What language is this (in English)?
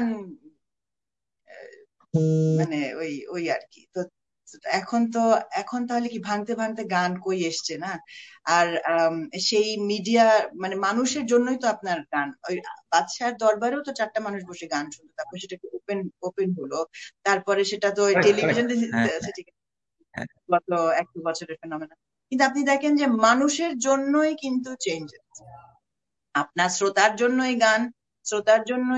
Bangla